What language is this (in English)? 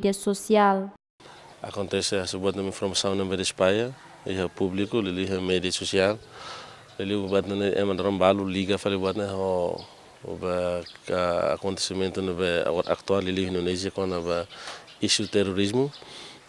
Tetum